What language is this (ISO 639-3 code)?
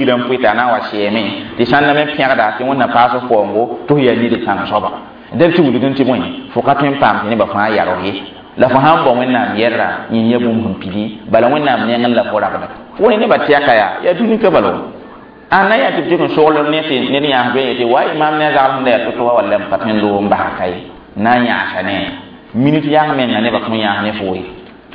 mos